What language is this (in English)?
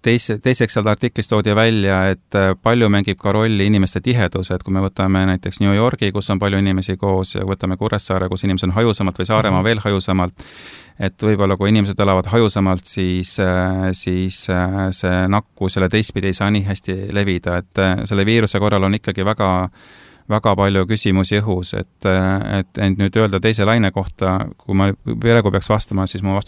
Estonian